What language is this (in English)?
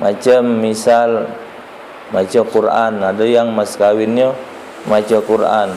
Musi